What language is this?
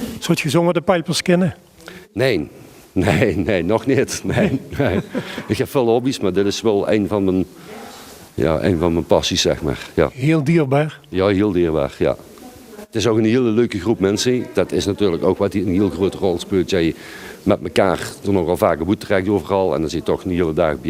Limburgish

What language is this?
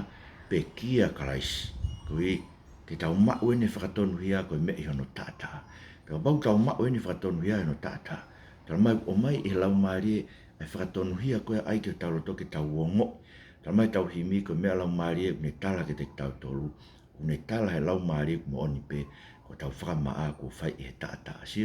Tongan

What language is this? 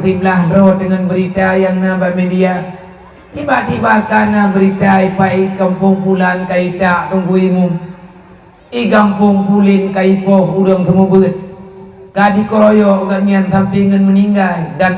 Achinese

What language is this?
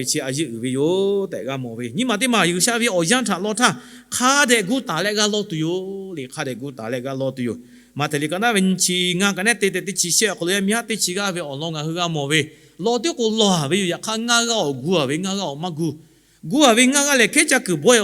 Lahu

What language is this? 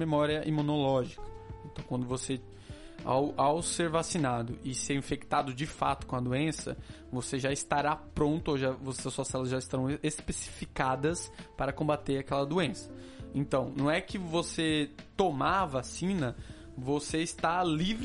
Portuguese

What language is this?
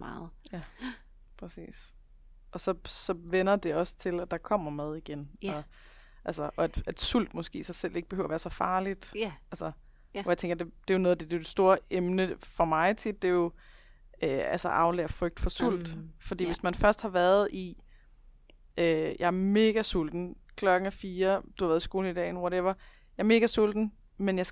Danish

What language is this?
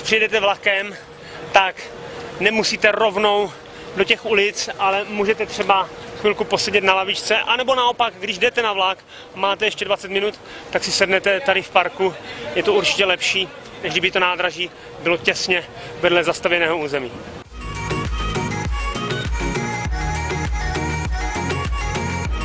Czech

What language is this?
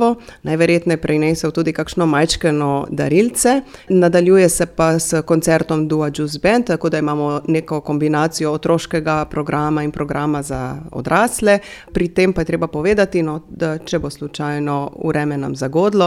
Slovenian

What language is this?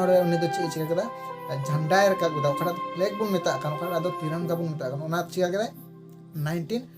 Santali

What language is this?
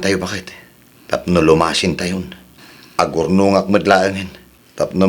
Iloko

